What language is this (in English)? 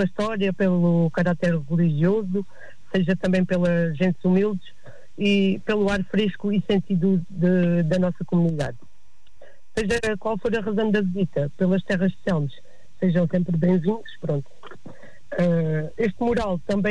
Portuguese